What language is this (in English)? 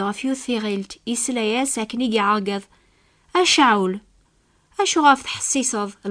Kabyle